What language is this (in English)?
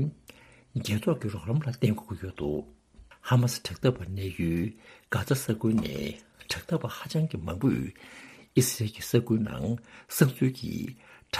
Tibetan